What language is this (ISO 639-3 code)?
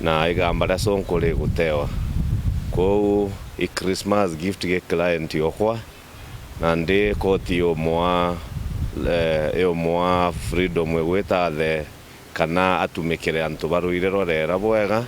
mer